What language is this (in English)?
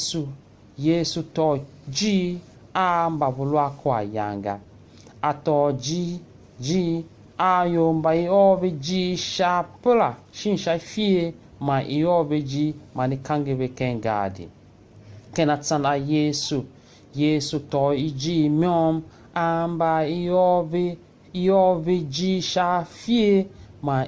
Tiv